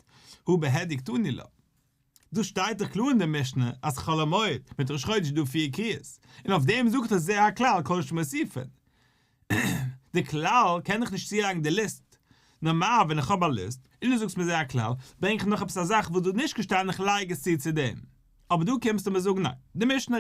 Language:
Yiddish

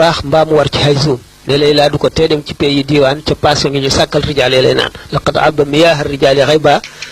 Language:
Wolof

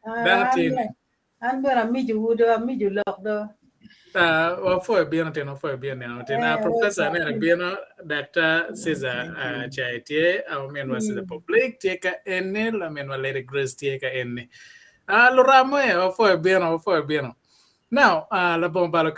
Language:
Acoli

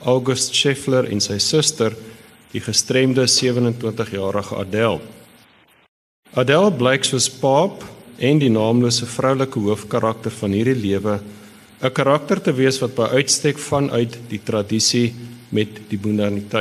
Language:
Afrikaans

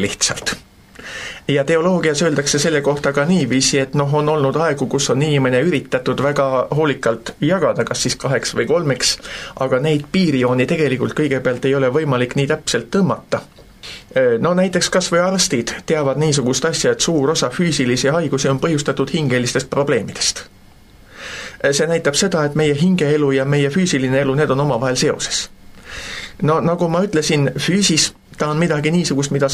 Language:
Estonian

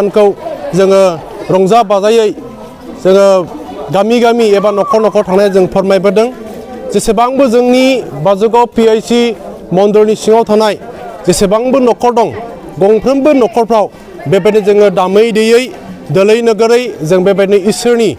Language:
Bodo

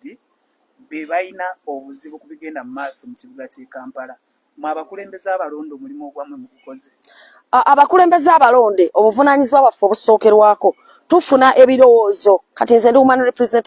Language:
Ganda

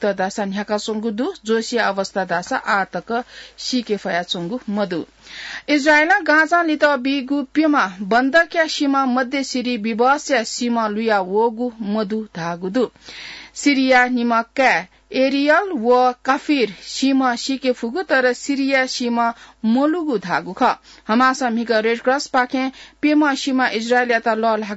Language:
Newari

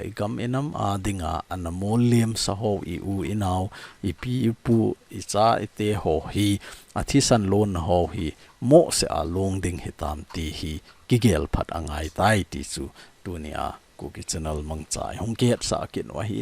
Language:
Thado Chin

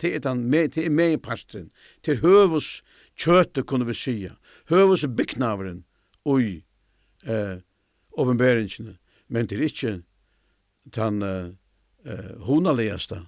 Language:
Faroese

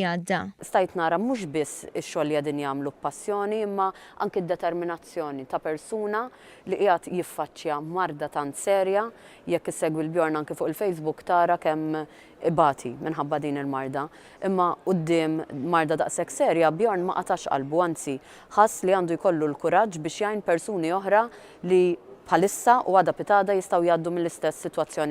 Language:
Maltese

